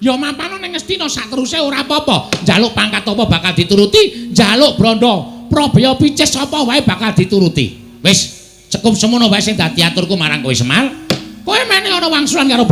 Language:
Javanese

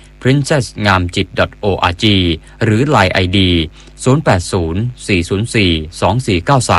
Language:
Thai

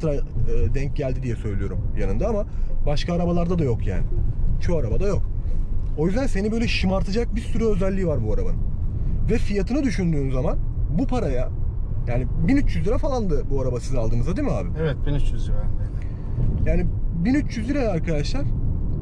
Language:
Turkish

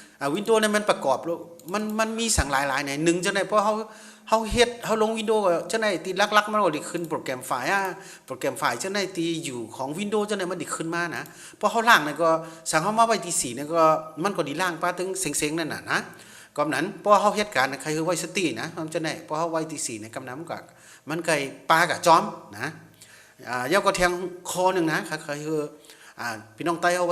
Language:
Shan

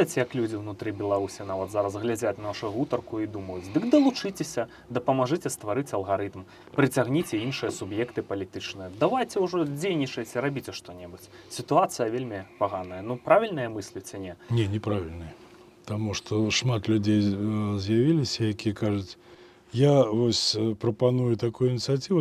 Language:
Belarusian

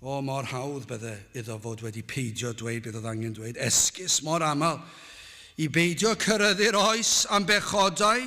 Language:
Welsh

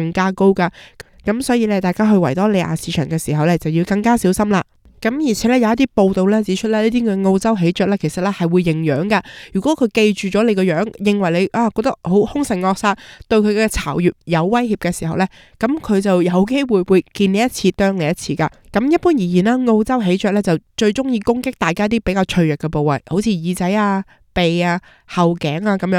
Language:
Cantonese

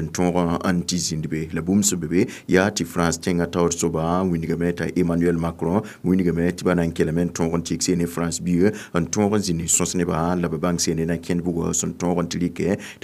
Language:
Mossi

